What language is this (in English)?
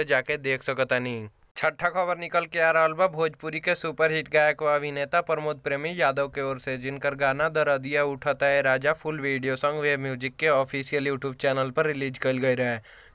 Bhojpuri